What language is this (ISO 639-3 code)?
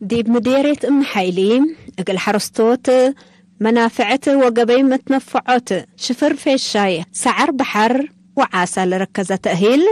tig